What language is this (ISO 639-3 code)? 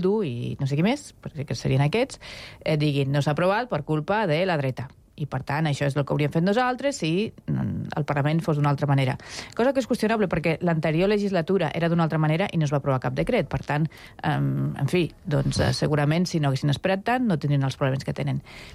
cat